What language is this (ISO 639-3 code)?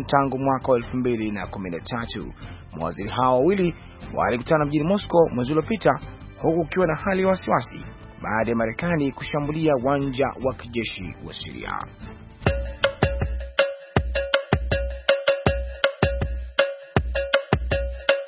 swa